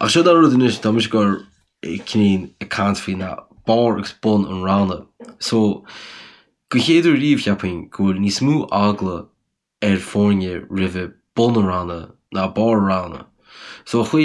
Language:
Irish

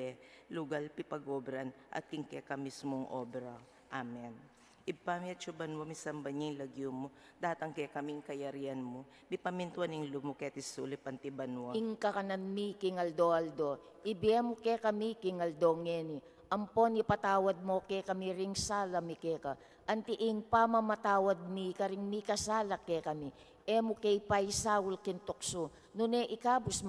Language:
Pampanga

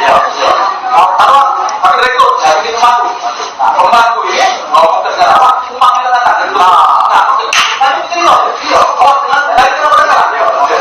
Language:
Musi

